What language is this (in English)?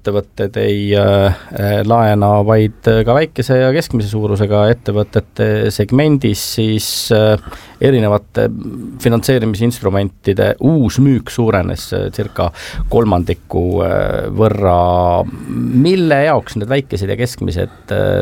Estonian